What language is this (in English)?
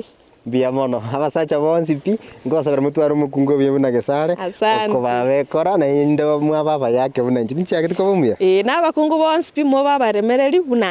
Gusii